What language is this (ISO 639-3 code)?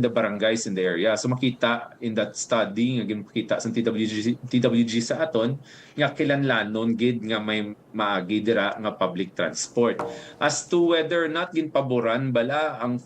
hil